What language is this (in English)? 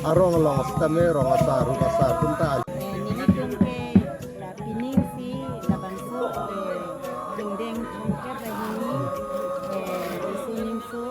Karbi